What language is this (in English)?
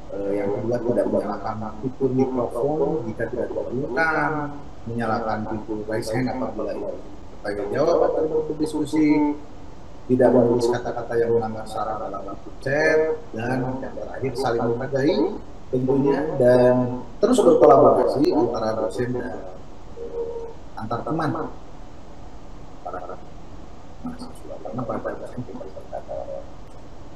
Indonesian